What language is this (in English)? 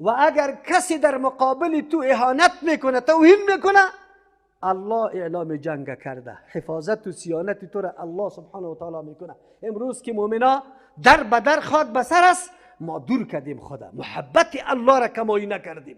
Persian